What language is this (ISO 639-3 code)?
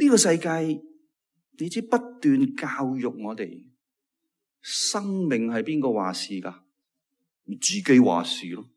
yue